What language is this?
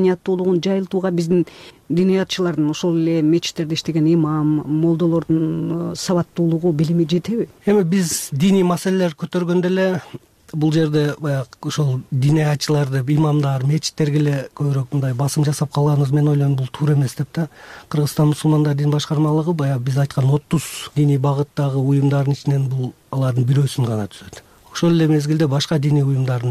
Kyrgyz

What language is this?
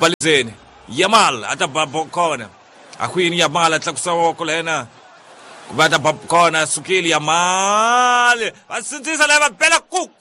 Tsonga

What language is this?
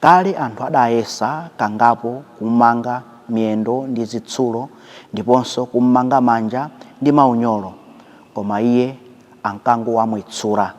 Nyanja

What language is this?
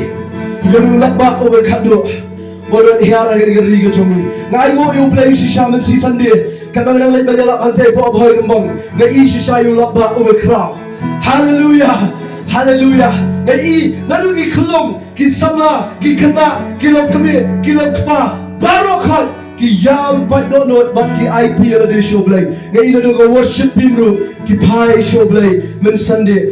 Khasi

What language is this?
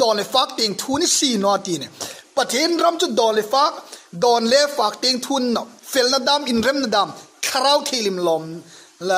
Hmar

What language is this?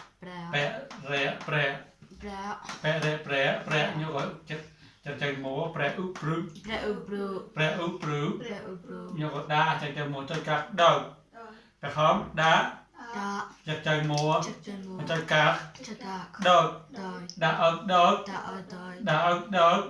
Mon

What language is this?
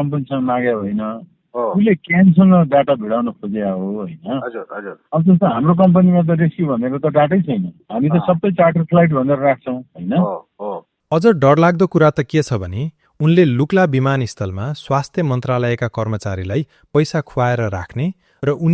Nepali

